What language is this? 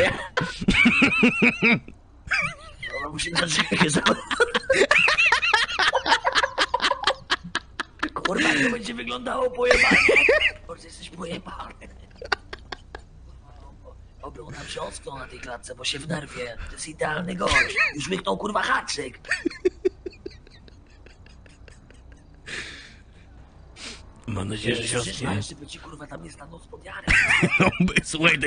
Polish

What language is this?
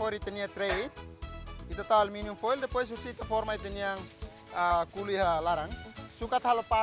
Tetum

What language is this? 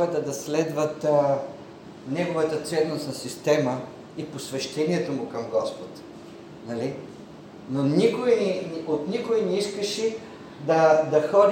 Bulgarian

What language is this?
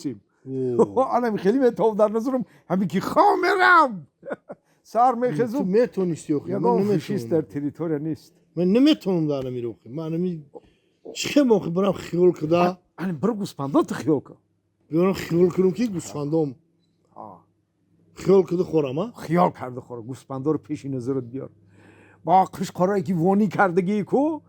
Tajik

